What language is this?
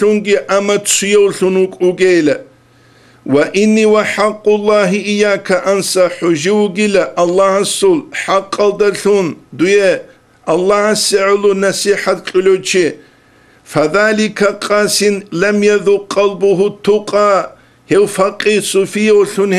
Avaric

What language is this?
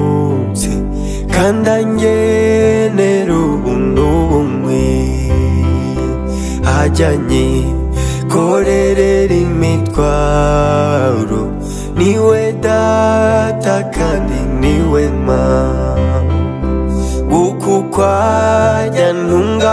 Kinyarwanda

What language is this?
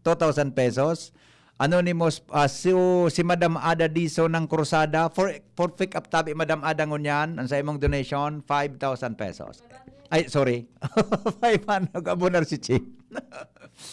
Bikol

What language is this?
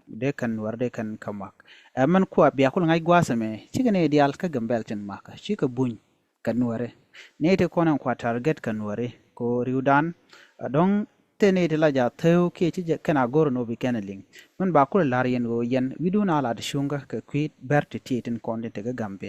Nuer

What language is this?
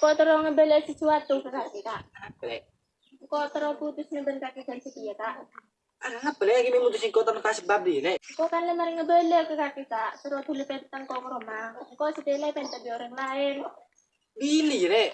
Madurese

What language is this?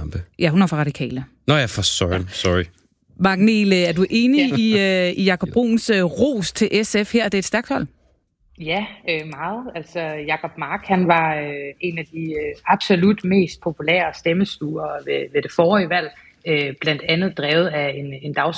Danish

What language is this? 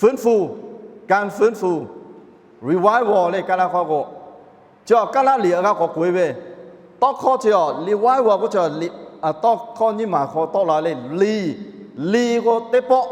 Lahu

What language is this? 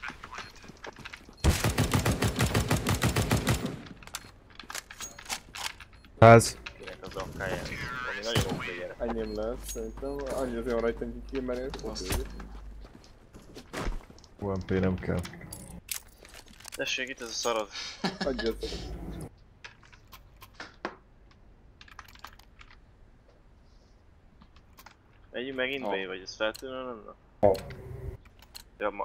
Hungarian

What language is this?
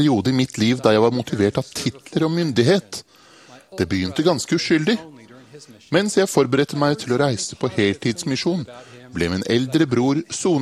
Norwegian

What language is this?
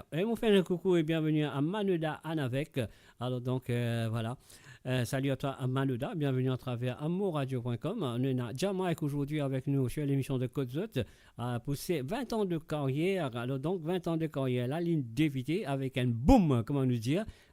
Morisyen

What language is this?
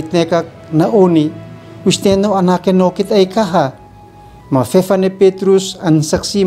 Uab Meto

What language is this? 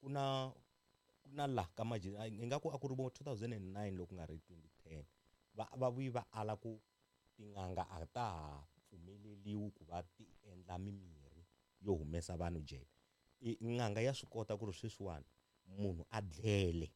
Tsonga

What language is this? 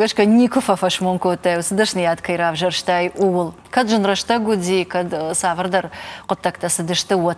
Ossetic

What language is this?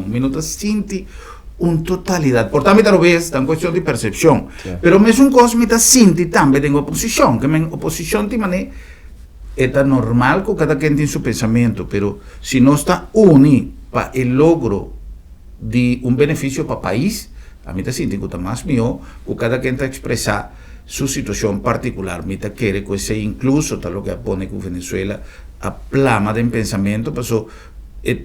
Papiamento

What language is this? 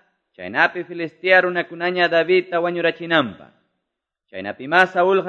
Quechua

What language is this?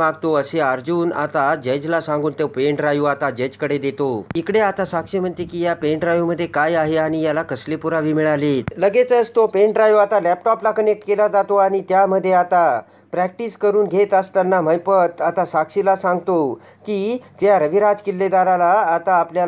Marathi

